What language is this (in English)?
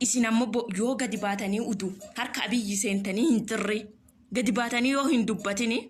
Oromo